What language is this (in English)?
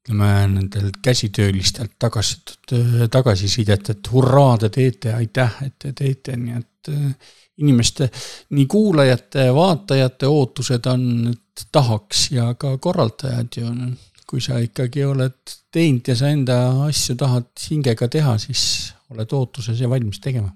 Estonian